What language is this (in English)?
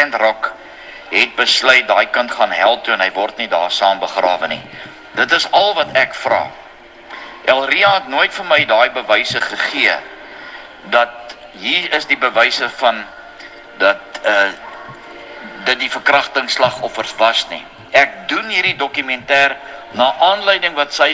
Afrikaans